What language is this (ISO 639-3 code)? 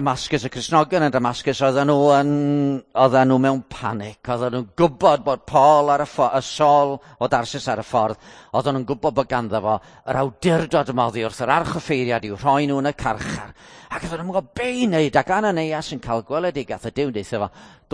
cym